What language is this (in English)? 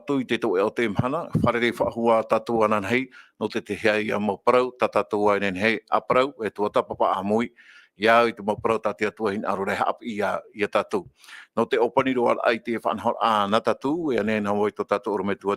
Tahitian